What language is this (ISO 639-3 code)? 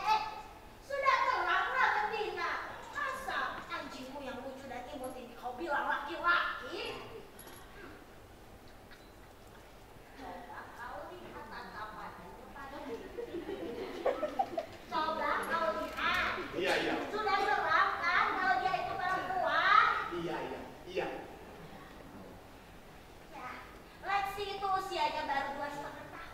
ind